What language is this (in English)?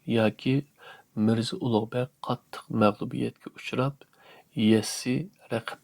Uyghur